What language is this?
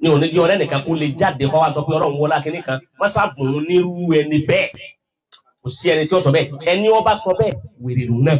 Yoruba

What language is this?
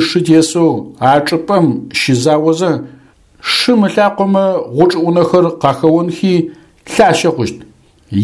Adyghe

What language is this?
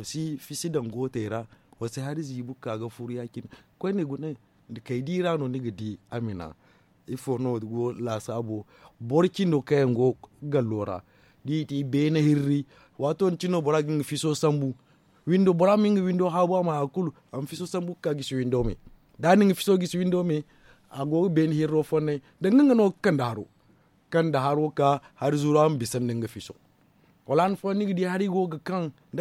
Zarma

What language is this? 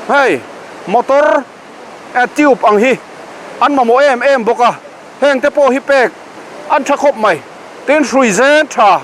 Mizo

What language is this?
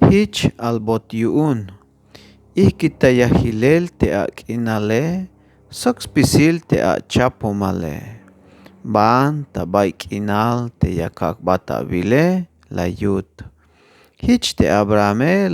Tzeltal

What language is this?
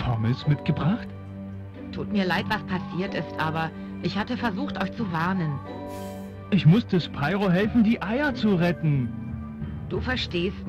German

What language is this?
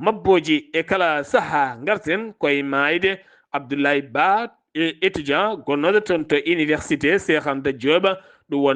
Fula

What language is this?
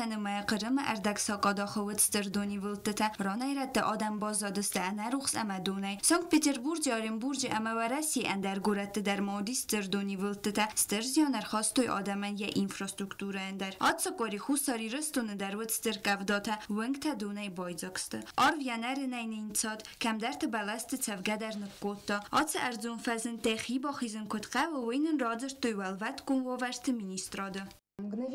Ossetic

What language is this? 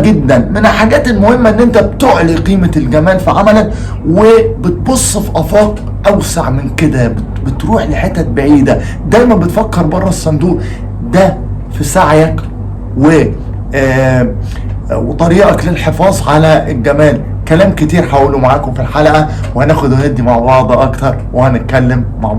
Egyptian Arabic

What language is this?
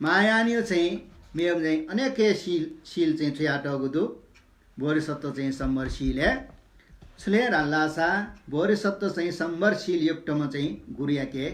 Newari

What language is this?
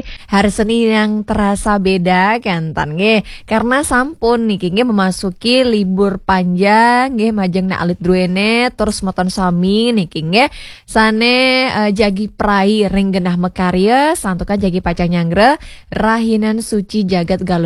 Balinese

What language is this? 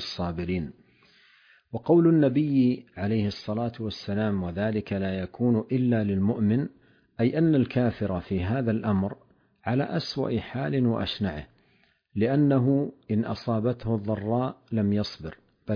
Arabic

